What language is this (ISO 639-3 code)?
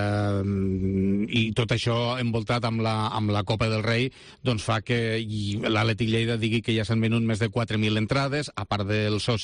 cat